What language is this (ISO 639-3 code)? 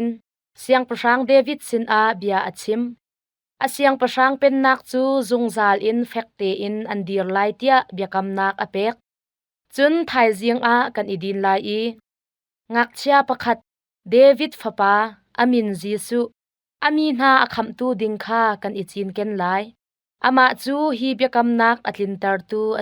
cnh